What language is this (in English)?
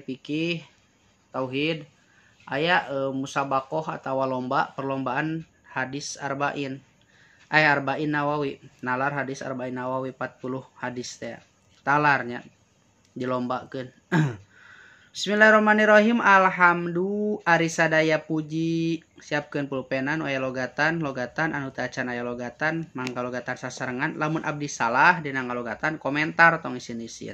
Sundanese